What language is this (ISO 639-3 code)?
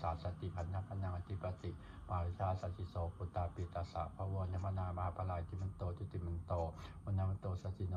pli